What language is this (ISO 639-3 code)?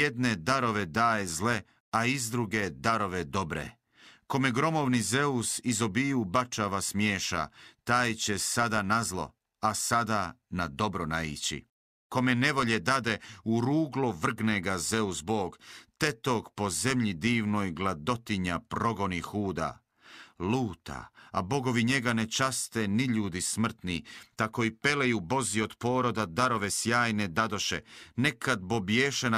hrv